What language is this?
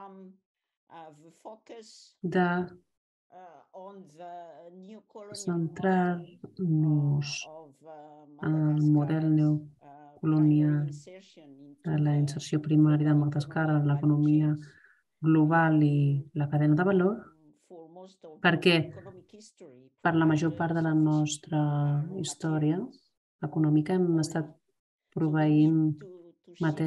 Catalan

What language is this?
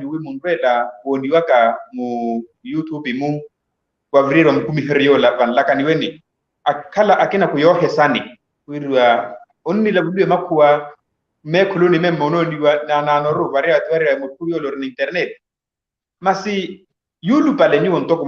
Makhuwa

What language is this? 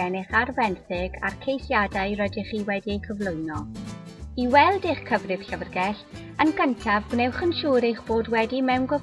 Welsh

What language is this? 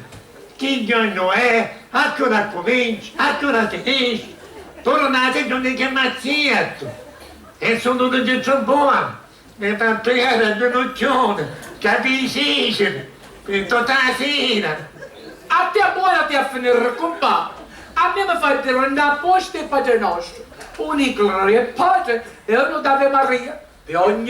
Sicilian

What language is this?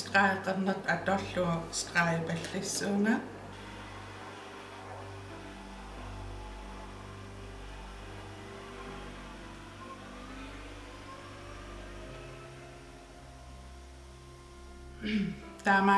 Kalaallisut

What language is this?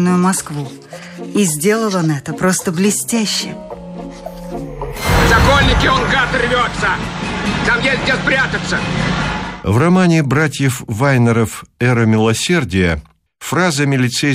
Russian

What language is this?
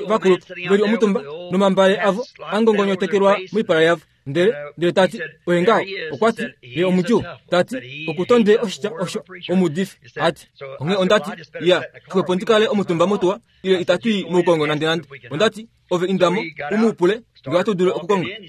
Kuanyama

